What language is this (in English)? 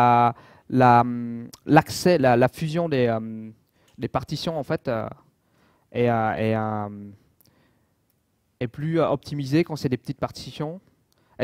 French